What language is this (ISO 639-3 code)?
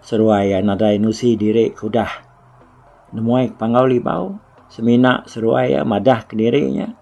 iba